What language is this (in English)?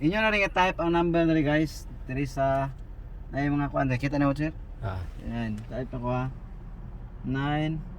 Cebuano